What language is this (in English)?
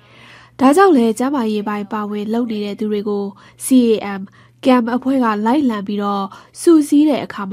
Burmese